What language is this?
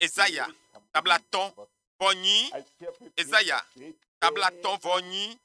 Ewe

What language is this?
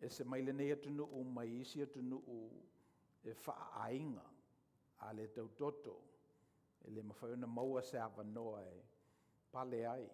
Samoan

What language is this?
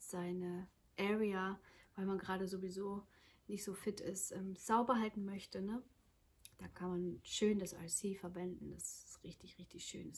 German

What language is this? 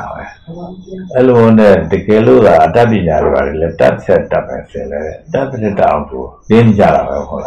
Burmese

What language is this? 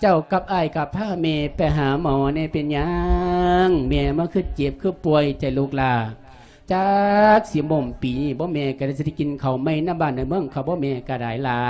Lao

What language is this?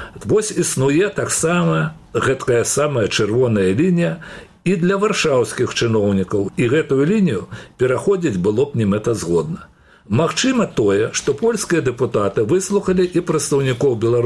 Belarusian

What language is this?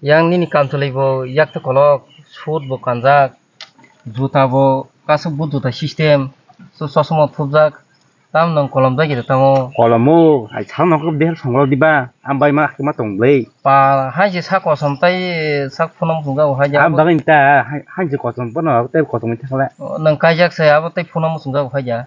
Kok Borok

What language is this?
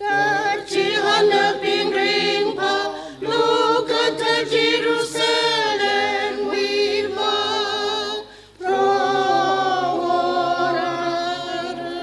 Tangkhul Naga (India)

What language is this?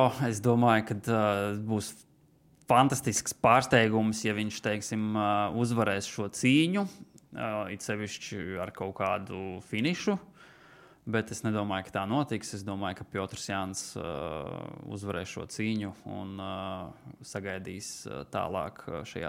Latvian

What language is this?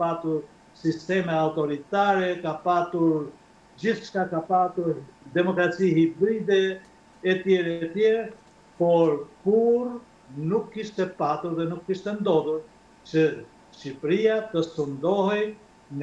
Albanian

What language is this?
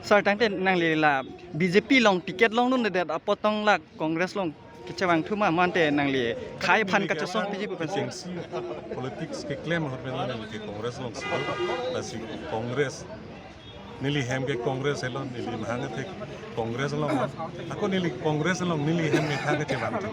Karbi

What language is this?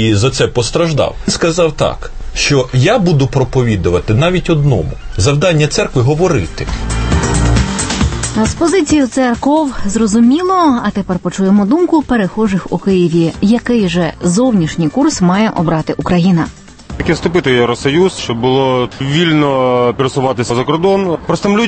Ukrainian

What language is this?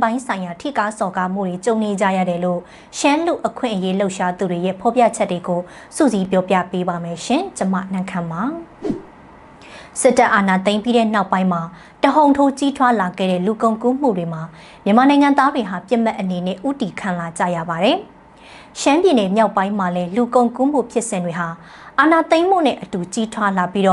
Burmese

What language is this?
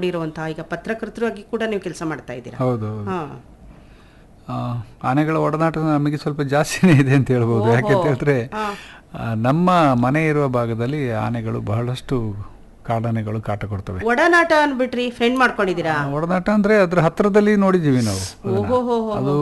Kannada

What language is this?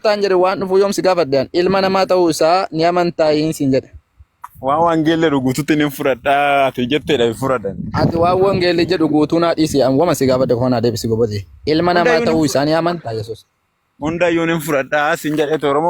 Oromo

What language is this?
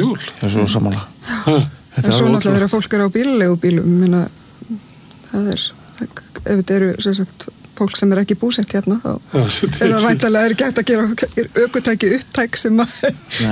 Icelandic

